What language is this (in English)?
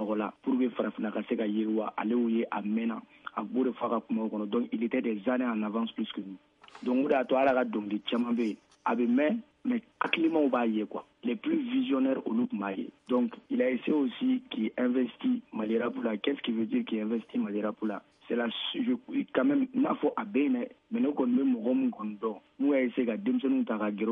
Bambara